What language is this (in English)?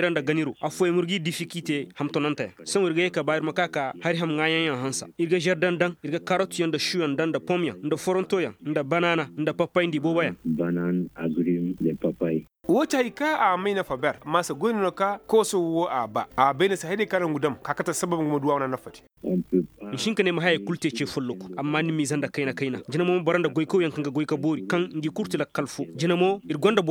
Koyraboro Senni